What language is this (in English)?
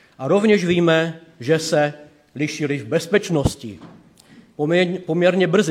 Czech